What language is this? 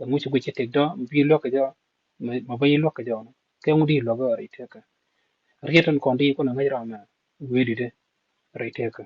Nuer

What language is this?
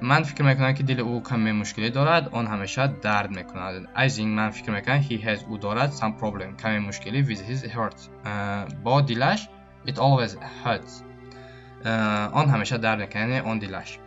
Tajik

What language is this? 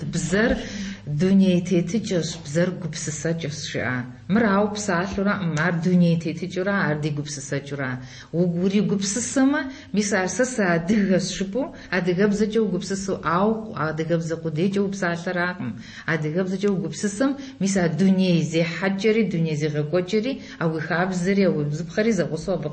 Kabardian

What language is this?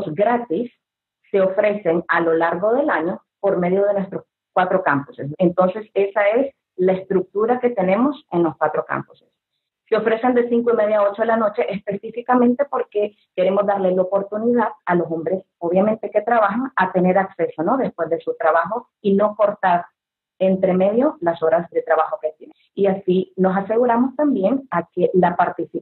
Spanish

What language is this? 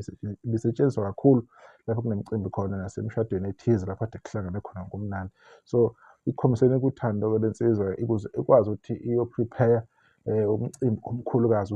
Zulu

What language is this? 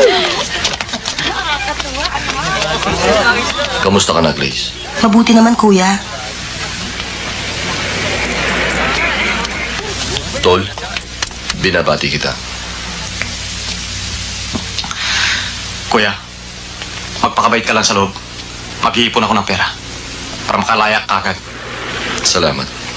Filipino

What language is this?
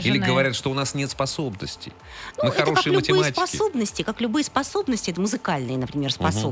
Russian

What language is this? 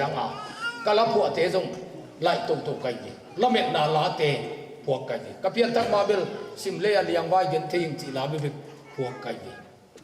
Tedim Chin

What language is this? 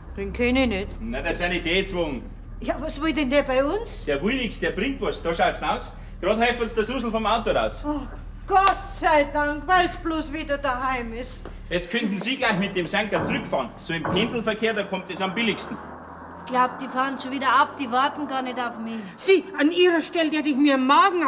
Bavarian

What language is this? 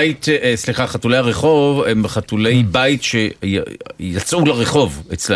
Hebrew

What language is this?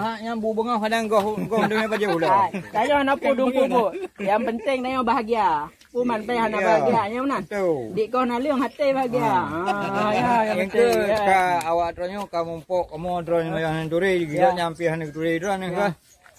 Achinese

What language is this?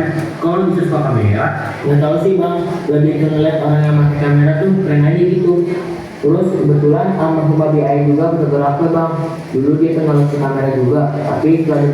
Betawi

